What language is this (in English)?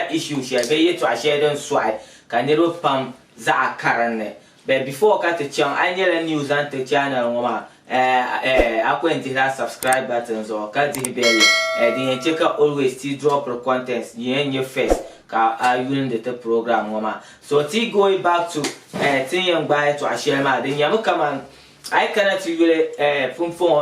Dagbani